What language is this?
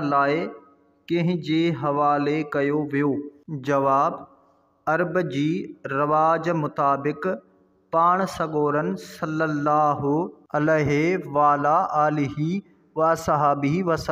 Sindhi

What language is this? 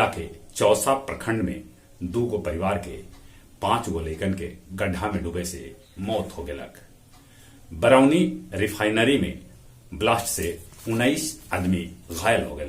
Magahi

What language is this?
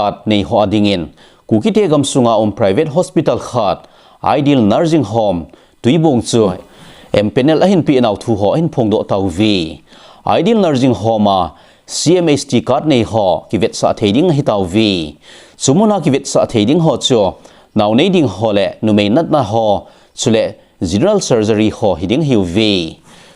Thado Chin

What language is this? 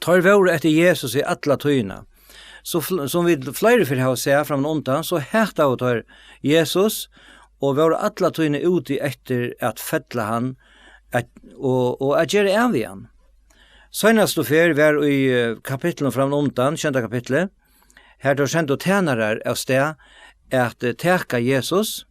Faroese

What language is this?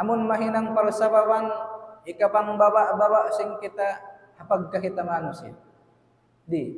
Tausug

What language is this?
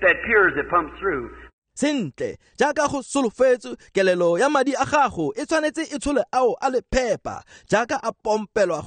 Tswana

